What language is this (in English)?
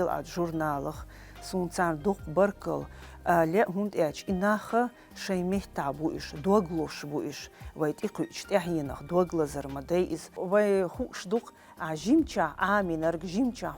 Chechen